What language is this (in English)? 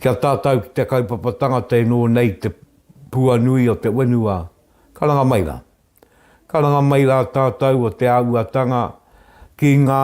Māori